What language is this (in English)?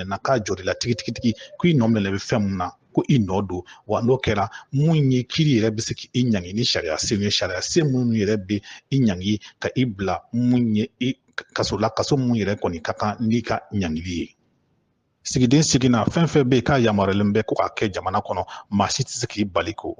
Bambara